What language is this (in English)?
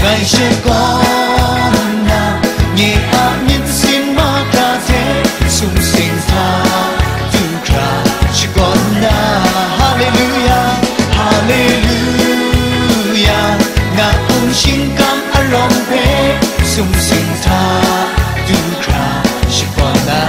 Kachin